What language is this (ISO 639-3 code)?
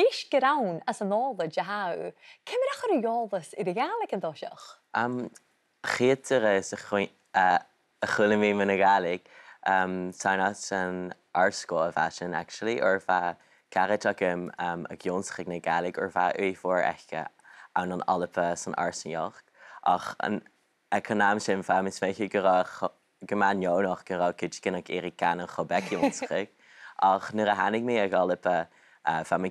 gla